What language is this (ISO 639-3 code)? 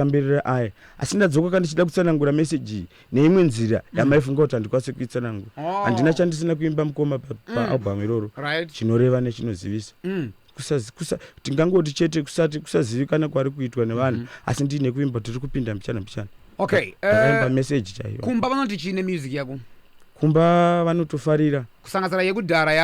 sna